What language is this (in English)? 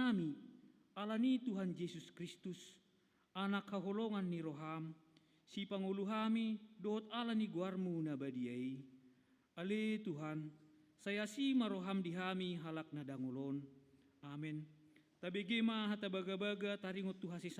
Batak Toba